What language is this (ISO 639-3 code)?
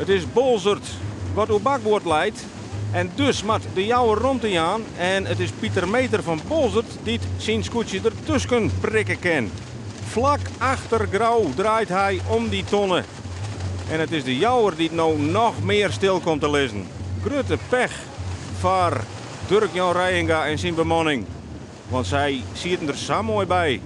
fry